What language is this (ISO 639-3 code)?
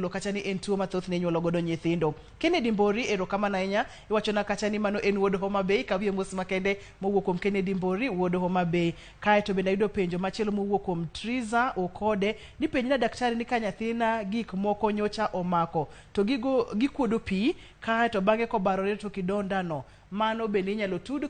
luo